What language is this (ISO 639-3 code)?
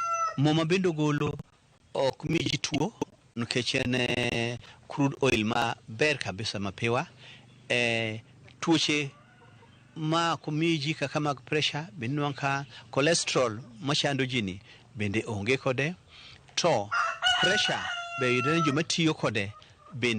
luo